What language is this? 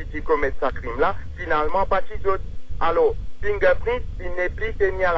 Morisyen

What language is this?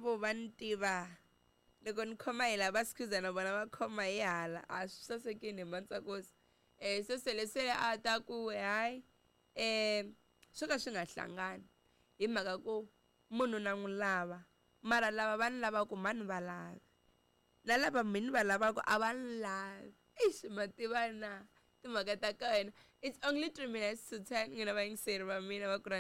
Tsonga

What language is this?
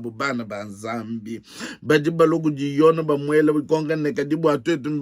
Luba-Lulua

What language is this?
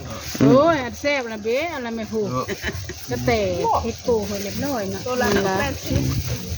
Northeastern Thai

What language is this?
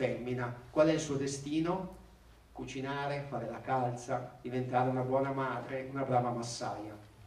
Italian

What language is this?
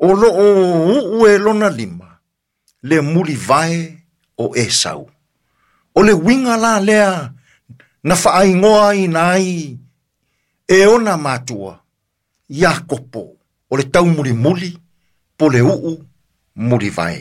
Samoan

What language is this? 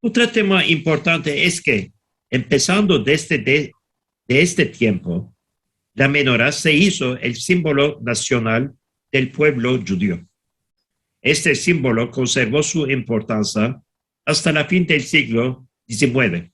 Ladino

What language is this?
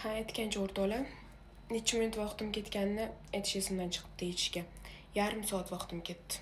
Uzbek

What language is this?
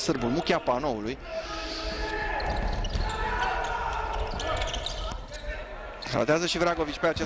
Romanian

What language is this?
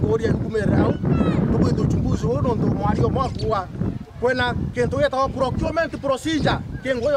Meru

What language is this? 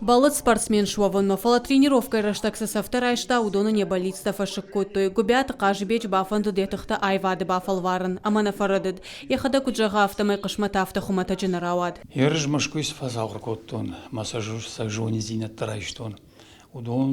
Ossetic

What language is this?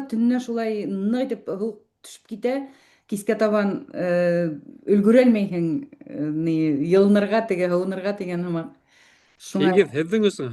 Bashkir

